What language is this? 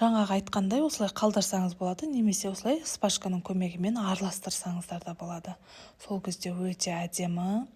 Kazakh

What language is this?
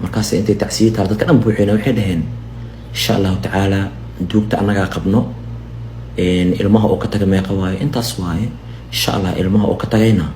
Somali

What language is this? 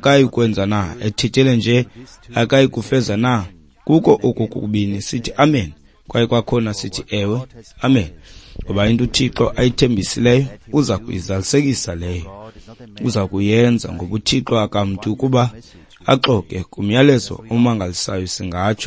Xhosa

